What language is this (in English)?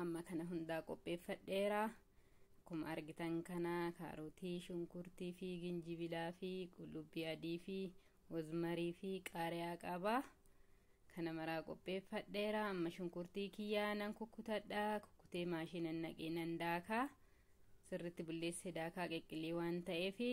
Oromo